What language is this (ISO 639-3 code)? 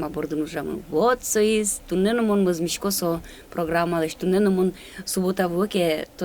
udm